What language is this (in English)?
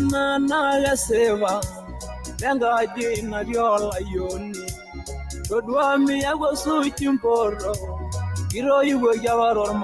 Masai